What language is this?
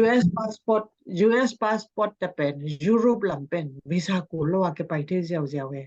Tedim Chin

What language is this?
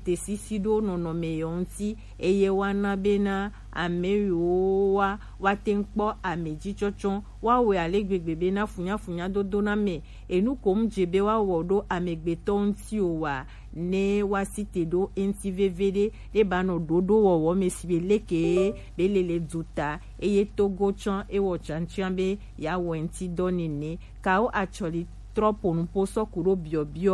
Gen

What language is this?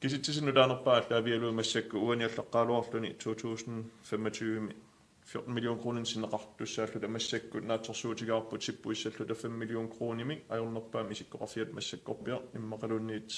Kalaallisut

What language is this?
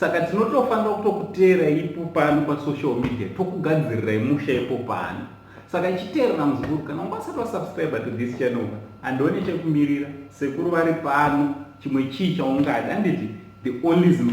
Shona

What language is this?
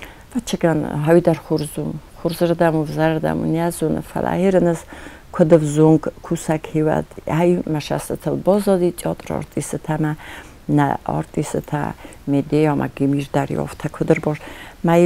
Ossetic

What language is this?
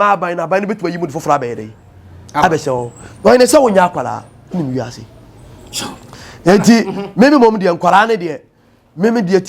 Akan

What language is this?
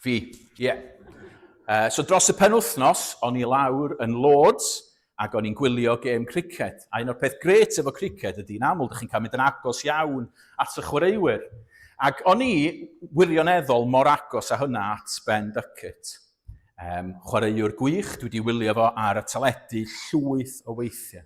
Welsh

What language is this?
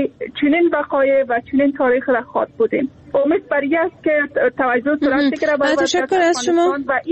Persian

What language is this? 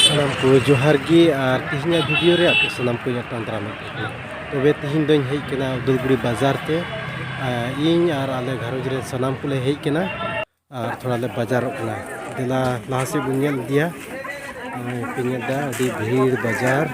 Santali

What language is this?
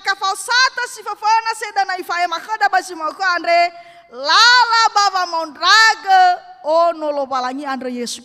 Nias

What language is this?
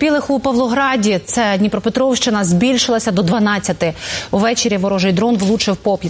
Ukrainian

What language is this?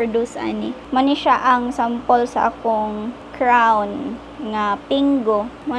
Cebuano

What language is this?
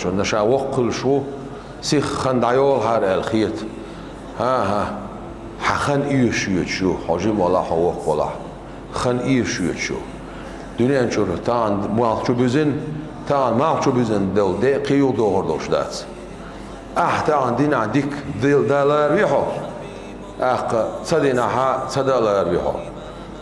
Chechen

